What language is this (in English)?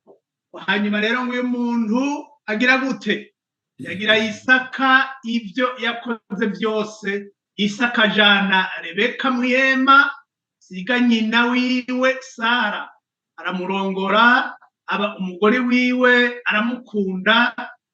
Rundi